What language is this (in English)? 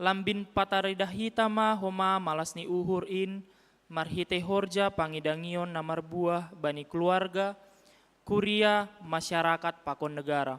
Batak Simalungun